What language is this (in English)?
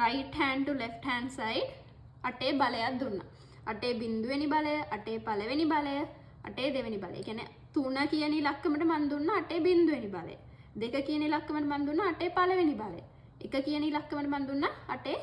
Sinhala